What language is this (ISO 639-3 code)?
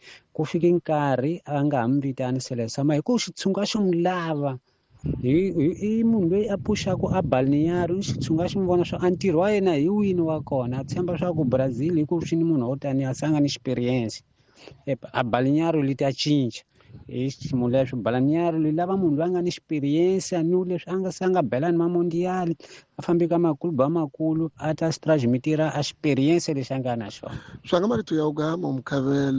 tso